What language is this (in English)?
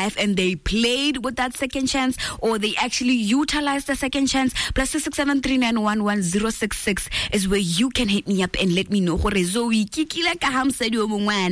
Tswana